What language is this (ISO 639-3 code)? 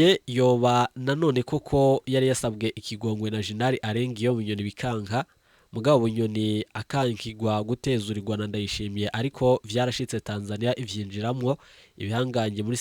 run